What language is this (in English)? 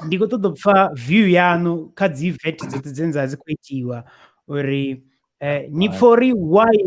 Venda